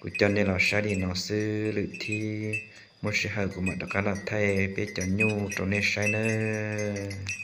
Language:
Hmong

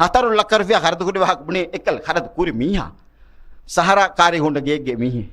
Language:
Divehi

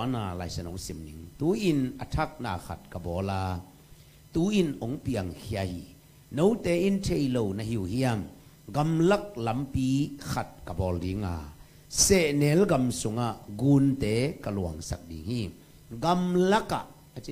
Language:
Tedim Chin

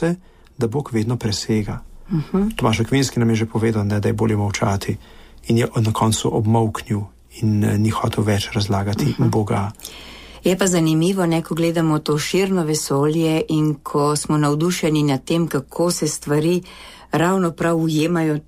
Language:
Slovenian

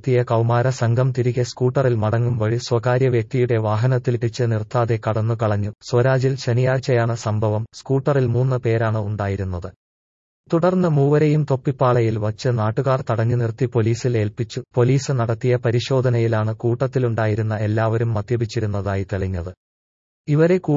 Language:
Malayalam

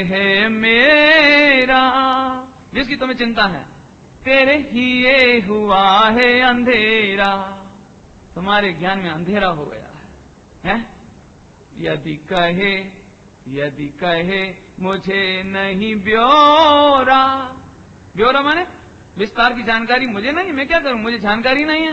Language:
Hindi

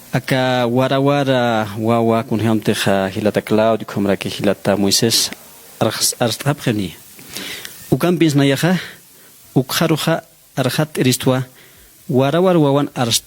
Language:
Aymara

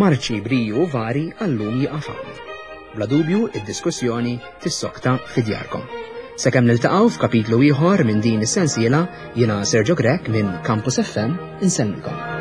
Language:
Maltese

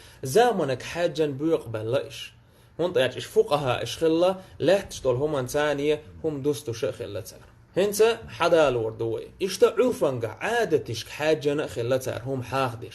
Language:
Chechen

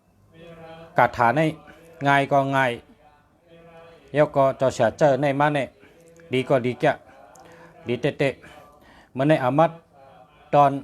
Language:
Shan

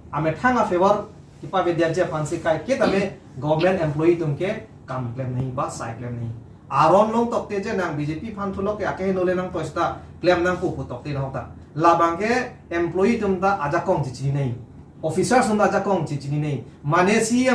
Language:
Karbi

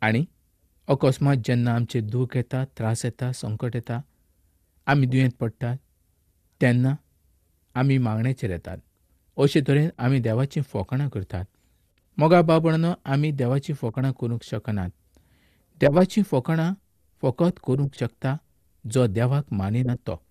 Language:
Konkani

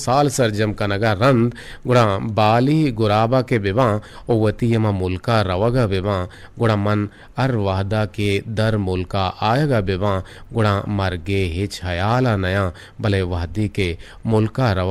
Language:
Eastern Balochi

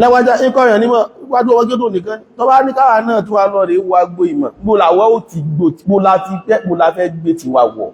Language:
Yoruba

